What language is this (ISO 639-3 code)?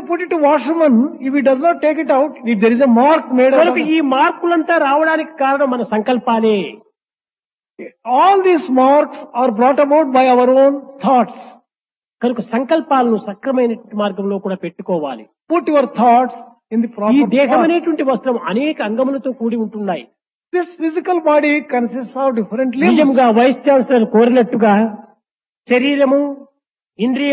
tel